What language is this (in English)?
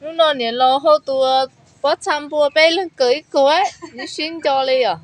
Hmong